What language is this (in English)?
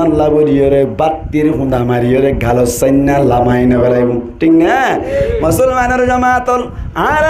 Rohingya